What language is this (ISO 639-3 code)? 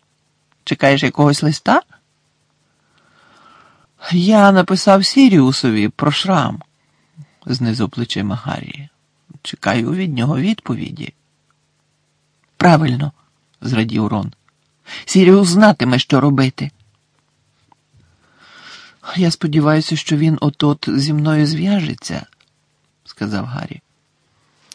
ukr